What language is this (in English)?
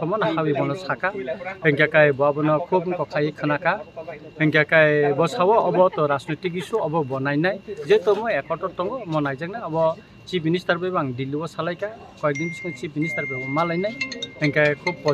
Kok Borok